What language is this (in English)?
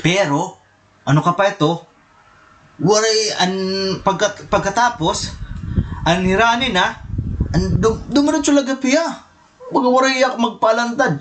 Waray